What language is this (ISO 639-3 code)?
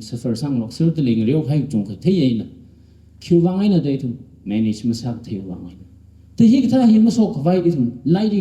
nmf